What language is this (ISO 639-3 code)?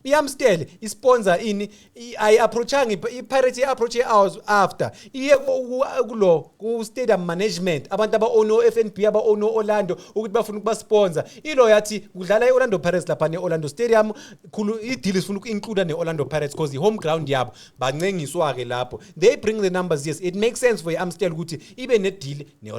zul